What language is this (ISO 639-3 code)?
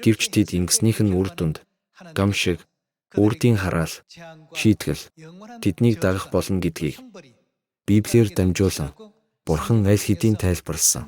mon